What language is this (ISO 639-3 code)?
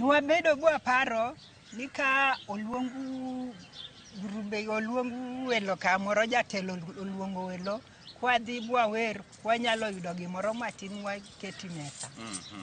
luo